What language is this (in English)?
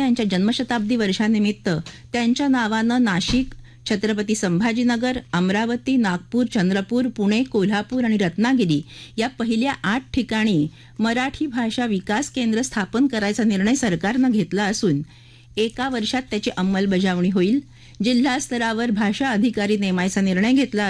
Marathi